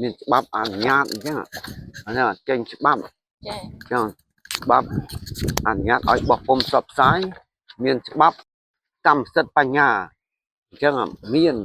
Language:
Khmer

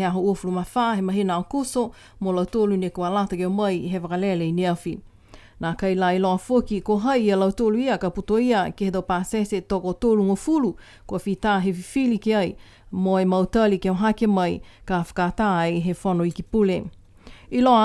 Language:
Niuean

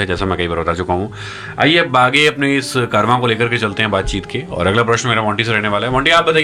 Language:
Hindi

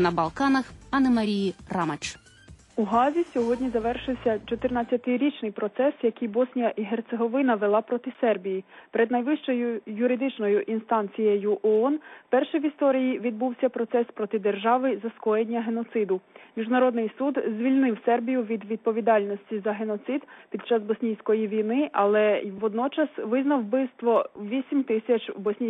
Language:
Ukrainian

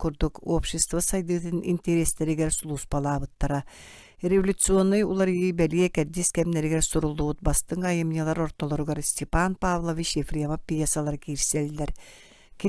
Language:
Yakut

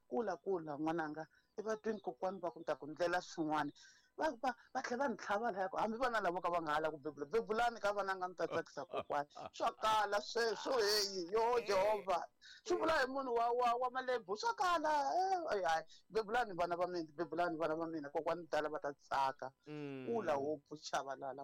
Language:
Tsonga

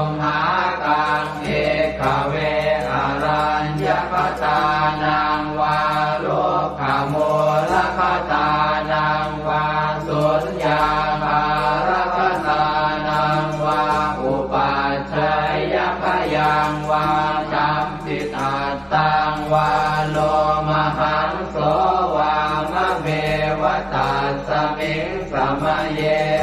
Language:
Pali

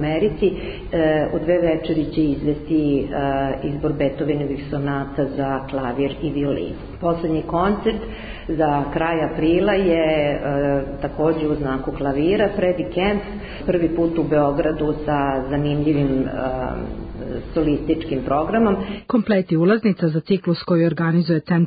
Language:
Serbian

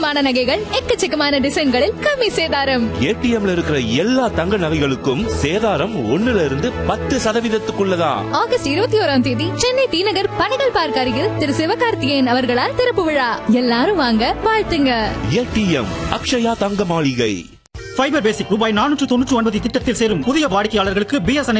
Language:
Tamil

